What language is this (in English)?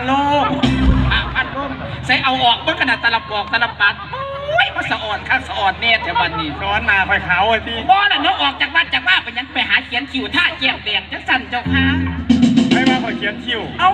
Northeastern Thai